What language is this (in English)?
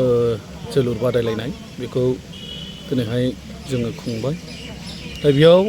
Bodo